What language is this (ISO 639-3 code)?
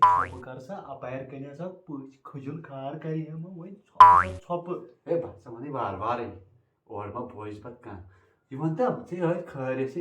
kas